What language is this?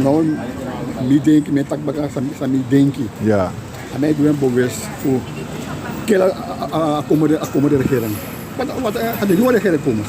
Sranan Tongo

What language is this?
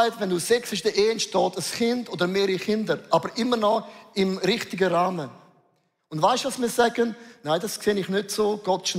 Swiss German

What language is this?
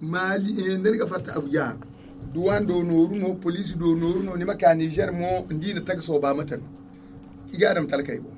Zarma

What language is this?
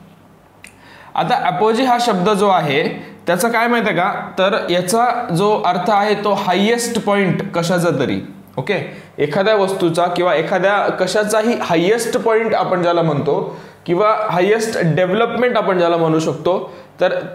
Marathi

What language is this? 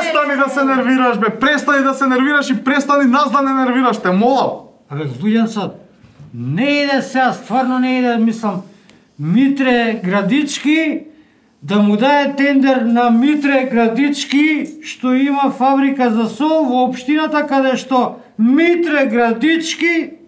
Macedonian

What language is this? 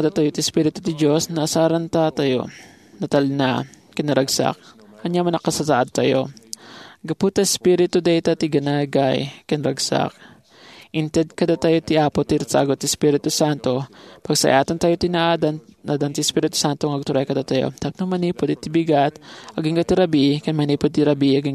Iloko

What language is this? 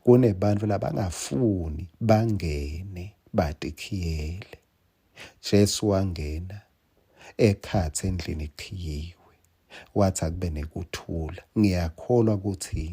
Swati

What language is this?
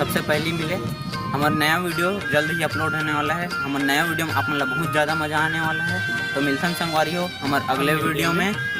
Chhattisgarhi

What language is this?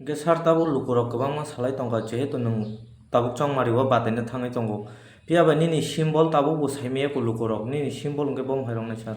Kok Borok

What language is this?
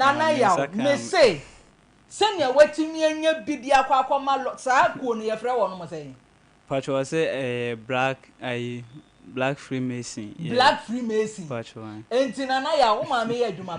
Akan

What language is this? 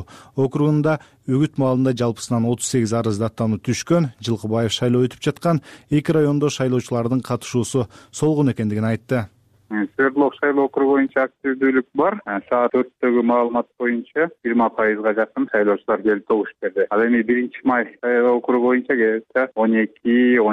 Kyrgyz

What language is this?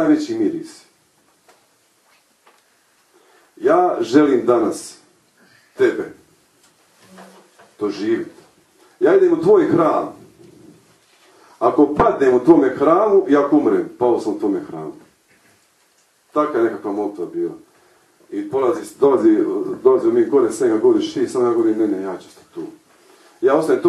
Croatian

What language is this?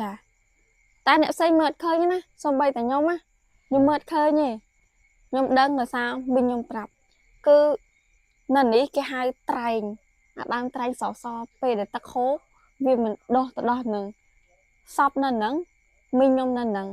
Khmer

